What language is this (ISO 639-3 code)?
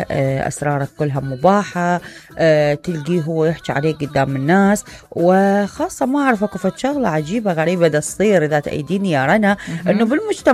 acm